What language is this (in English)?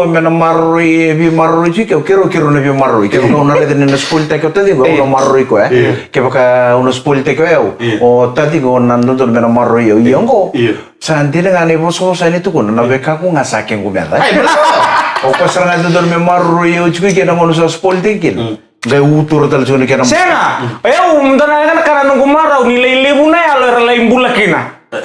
Fijian